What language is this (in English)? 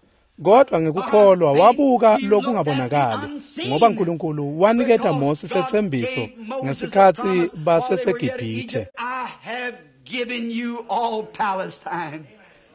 Swati